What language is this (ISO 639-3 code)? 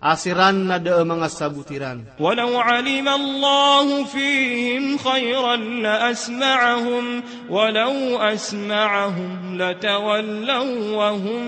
mrw